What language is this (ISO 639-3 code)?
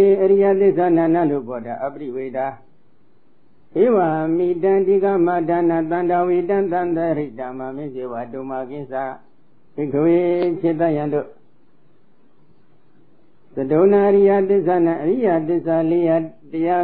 mya